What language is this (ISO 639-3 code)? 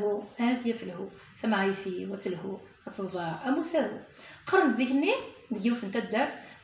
kab